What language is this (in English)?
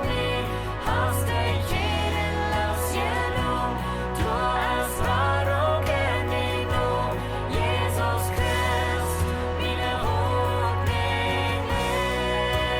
Plautdietsch